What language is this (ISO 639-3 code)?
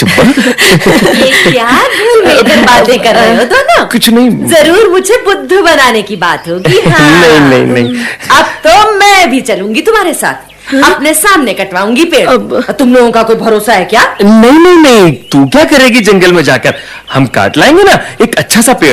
hin